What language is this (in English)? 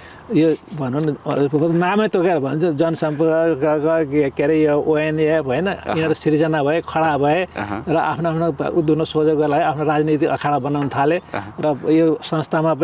Nepali